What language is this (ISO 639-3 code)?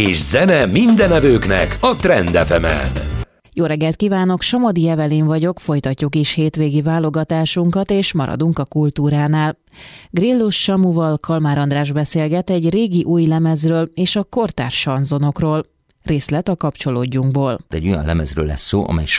hun